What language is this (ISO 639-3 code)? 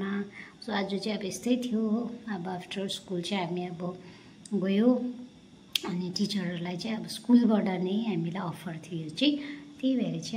nep